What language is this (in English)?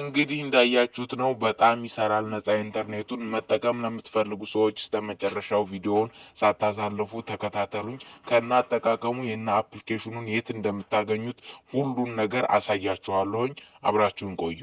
Amharic